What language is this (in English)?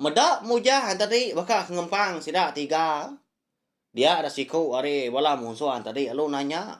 Iban